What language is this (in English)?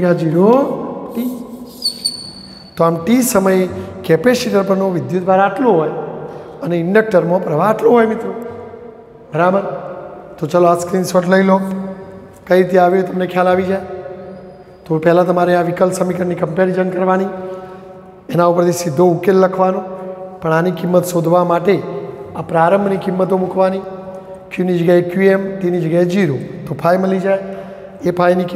Gujarati